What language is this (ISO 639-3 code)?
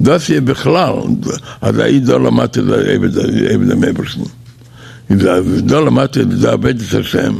yid